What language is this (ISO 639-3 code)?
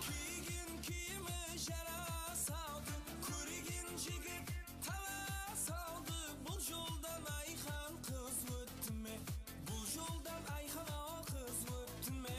kaa